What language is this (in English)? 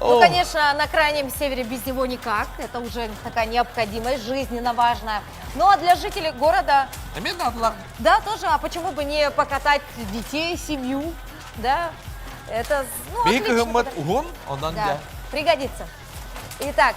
Yakut